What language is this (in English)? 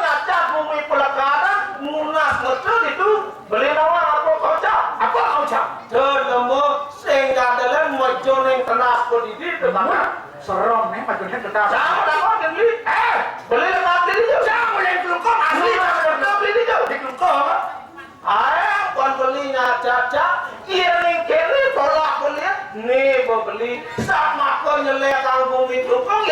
Balinese